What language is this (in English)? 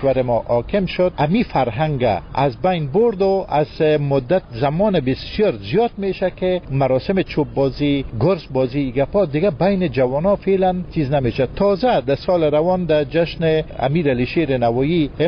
Persian